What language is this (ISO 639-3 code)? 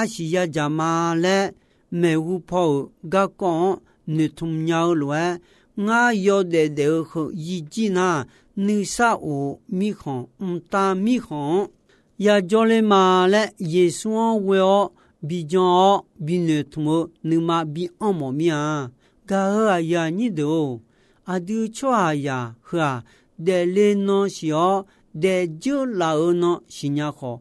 ahk